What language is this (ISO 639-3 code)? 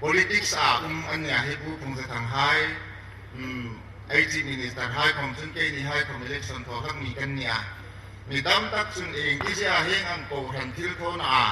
hmr